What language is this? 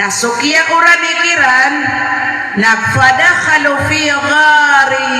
Maranao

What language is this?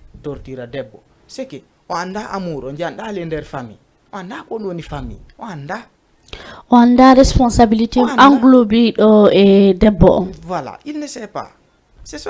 Fula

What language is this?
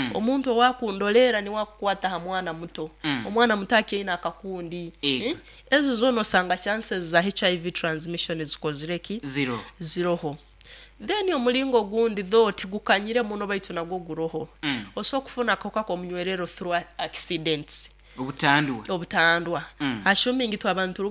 Nyoro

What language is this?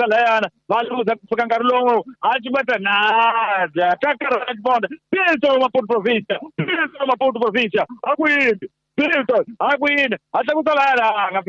Tsonga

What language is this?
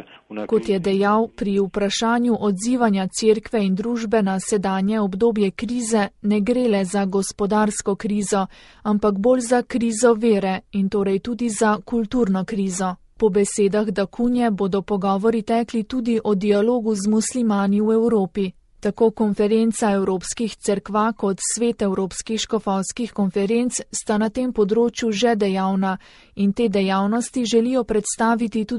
Slovenian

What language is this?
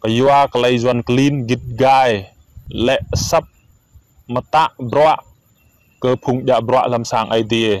Rade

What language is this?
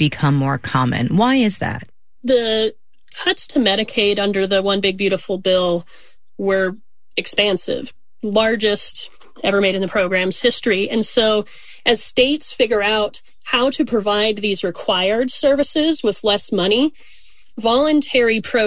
English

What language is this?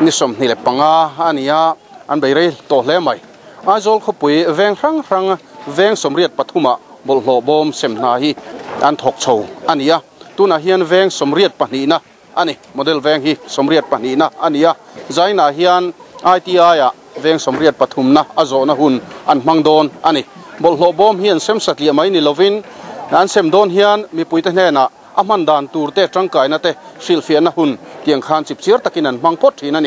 Mizo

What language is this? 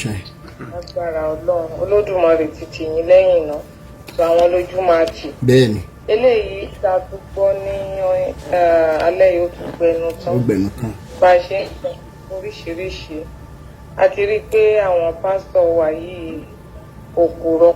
Yoruba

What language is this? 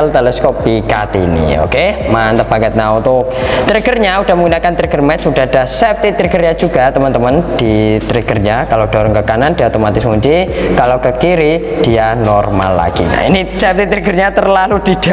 Indonesian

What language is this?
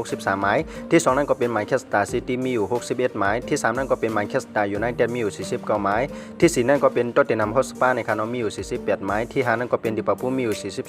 Shan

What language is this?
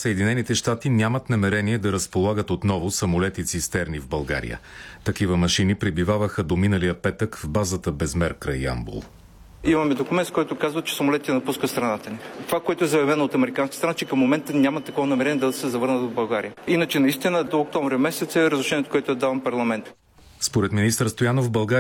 Bulgarian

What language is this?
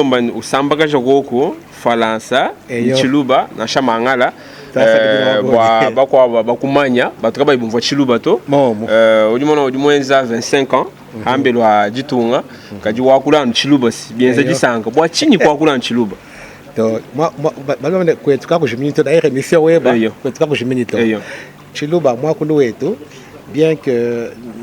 Luba-Lulua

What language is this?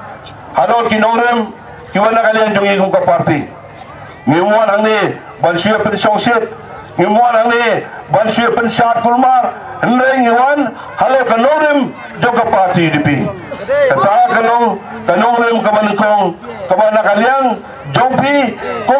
Khasi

